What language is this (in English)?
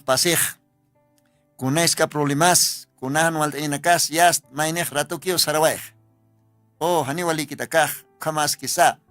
Aymara